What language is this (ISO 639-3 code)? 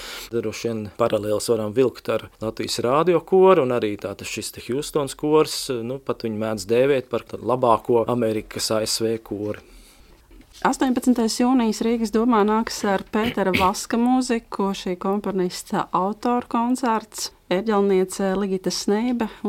lav